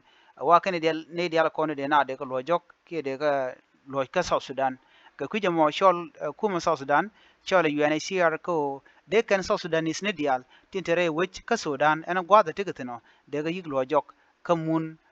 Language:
Nuer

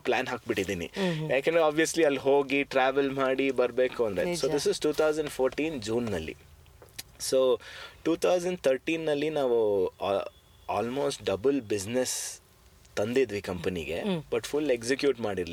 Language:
Kannada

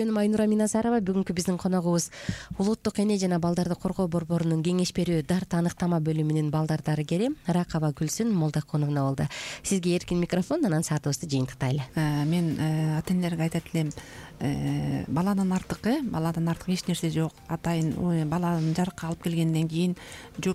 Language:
Kyrgyz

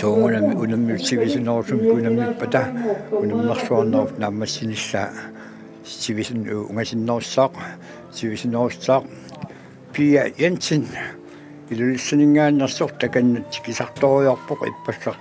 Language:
Kalaallisut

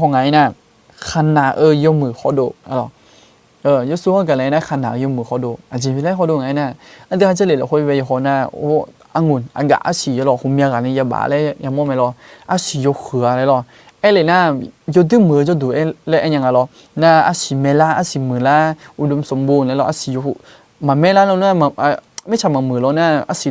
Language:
Akha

